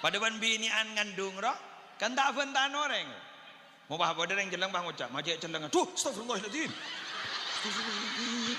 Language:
Madurese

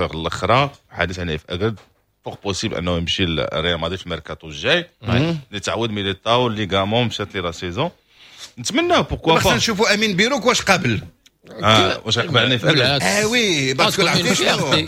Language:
Moroccan Arabic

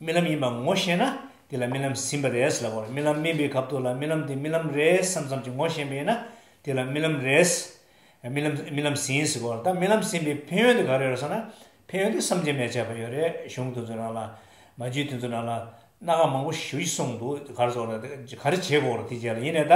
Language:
Tibetan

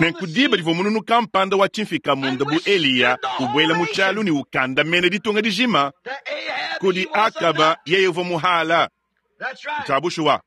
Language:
Luba-Lulua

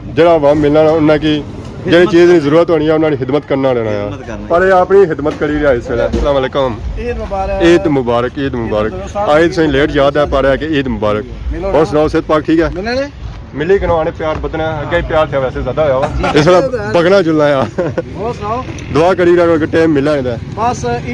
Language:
Pahari-Potwari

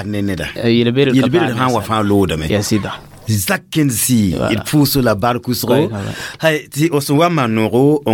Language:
Mossi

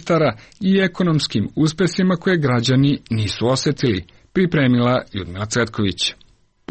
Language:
Serbian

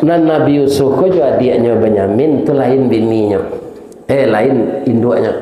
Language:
Minangkabau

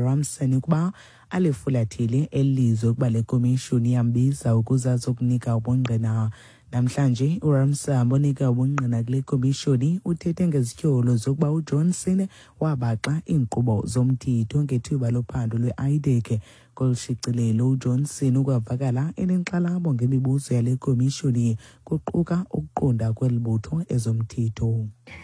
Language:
Xhosa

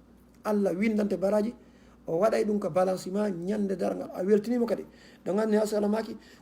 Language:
Fula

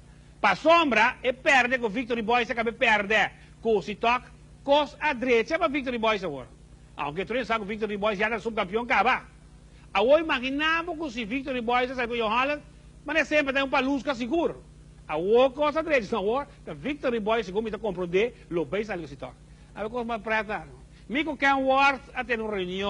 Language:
Papiamento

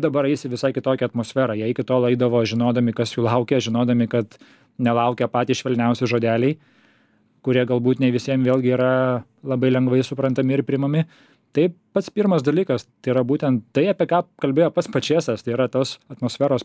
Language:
Lithuanian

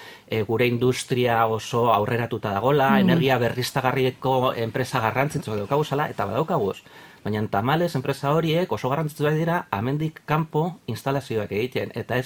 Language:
Basque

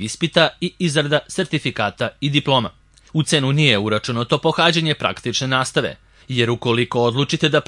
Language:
Serbian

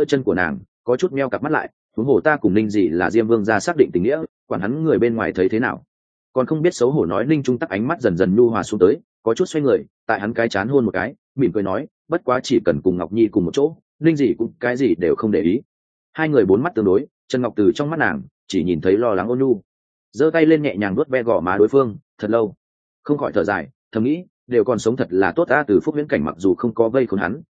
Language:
Vietnamese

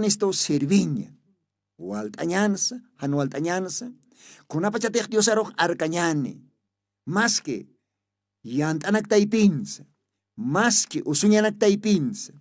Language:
Aymara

